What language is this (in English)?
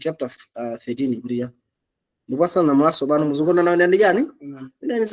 Nyanja